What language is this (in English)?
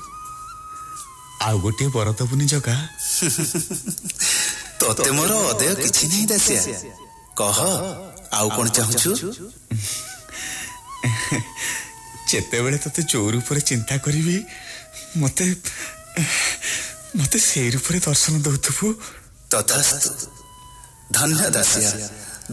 Odia